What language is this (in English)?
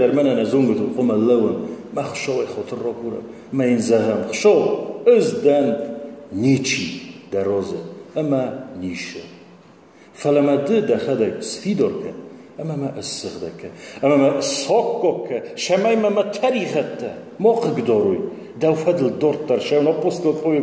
Ossetic